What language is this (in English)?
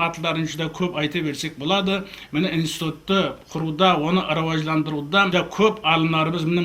Kara-Kalpak